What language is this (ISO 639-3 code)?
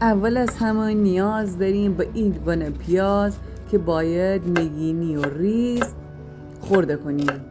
glk